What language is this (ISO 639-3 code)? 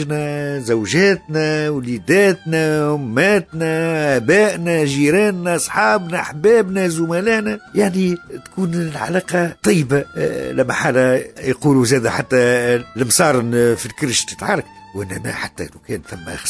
aeb